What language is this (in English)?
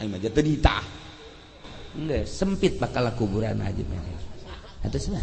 Sundanese